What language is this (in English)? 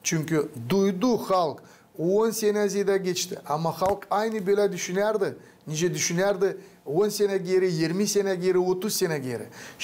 Gagauz